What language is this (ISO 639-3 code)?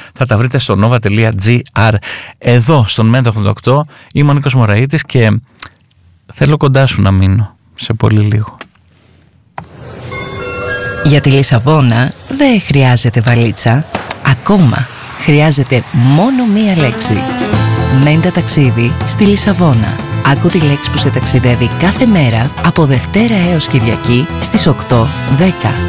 ell